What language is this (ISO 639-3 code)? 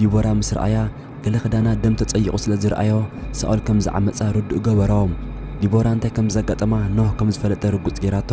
tir